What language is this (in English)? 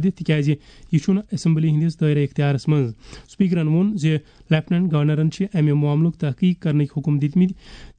Kashmiri